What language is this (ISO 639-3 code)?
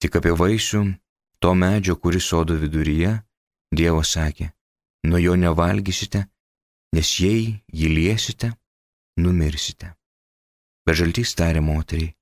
lit